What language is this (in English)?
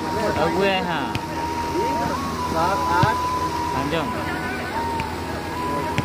Hindi